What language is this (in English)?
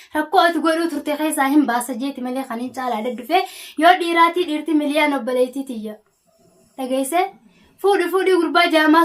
Oromo